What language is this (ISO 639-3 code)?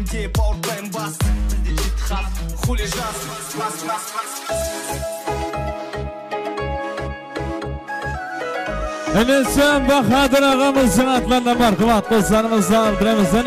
kaa